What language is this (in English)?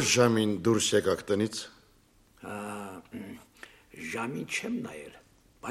Armenian